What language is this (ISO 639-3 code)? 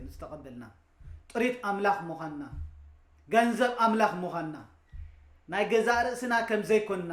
tir